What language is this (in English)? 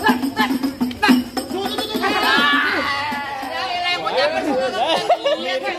Betawi